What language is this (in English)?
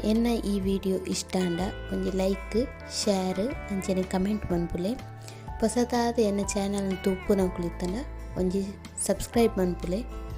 Tulu